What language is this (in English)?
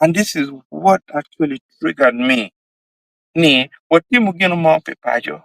Acoli